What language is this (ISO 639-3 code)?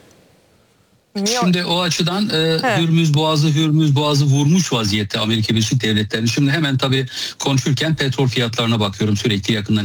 tur